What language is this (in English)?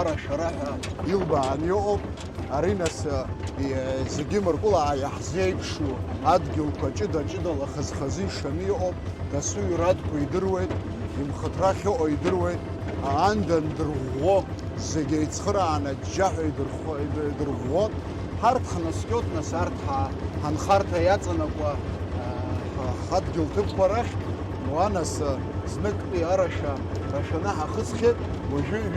Abkhazian